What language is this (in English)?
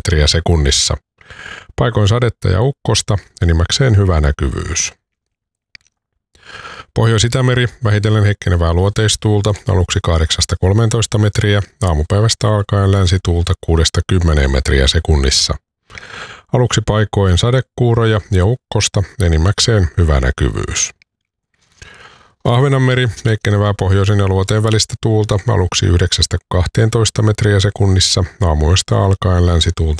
Finnish